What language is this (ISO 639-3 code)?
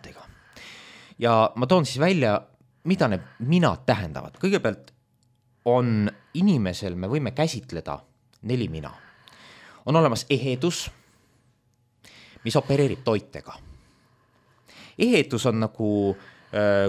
est